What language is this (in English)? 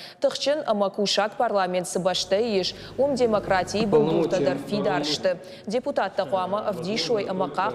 Ossetic